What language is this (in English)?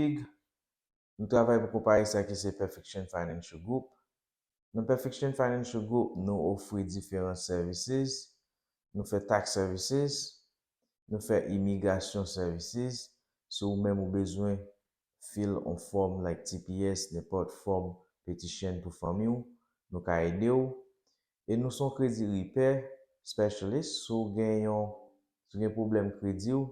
Haitian Creole